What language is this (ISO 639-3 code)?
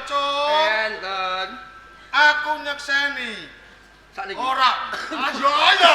jav